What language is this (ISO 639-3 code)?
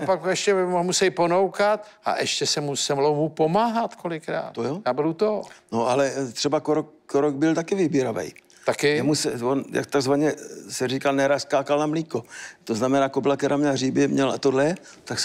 ces